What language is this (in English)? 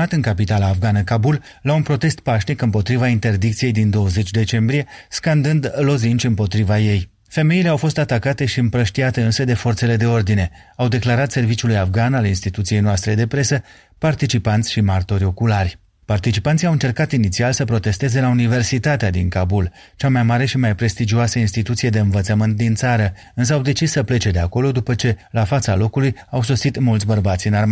Romanian